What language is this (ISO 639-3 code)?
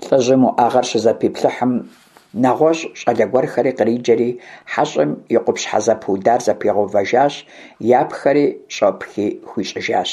kbd